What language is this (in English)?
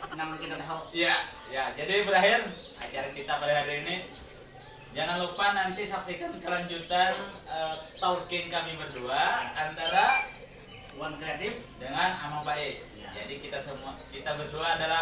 Banjar